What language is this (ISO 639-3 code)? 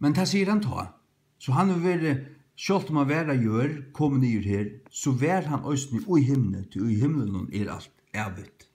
fao